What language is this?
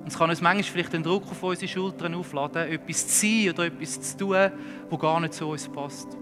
Swiss German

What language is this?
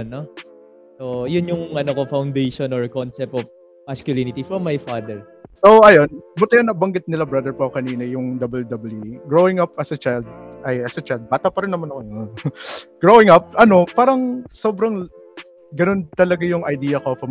Filipino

